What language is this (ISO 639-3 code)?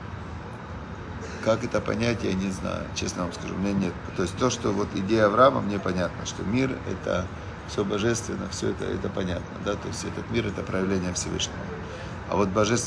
rus